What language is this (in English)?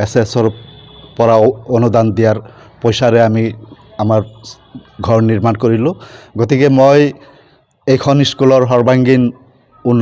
Assamese